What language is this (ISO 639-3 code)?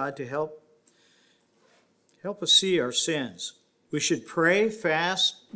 eng